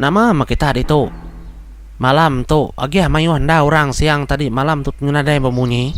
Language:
Iban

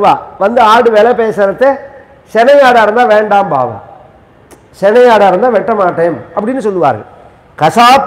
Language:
Tamil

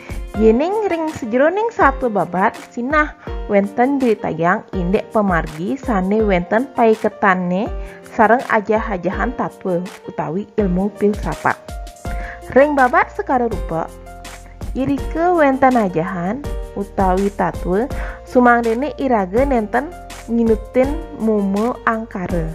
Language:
Balinese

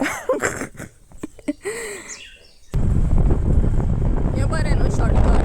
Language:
Konkani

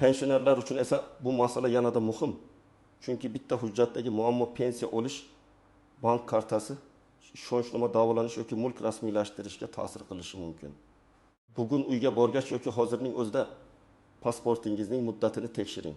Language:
Uzbek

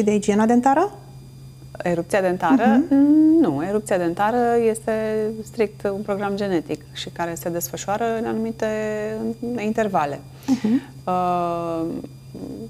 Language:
Romanian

